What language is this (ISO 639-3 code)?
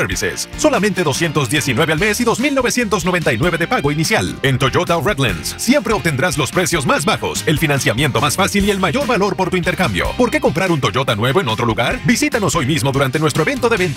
spa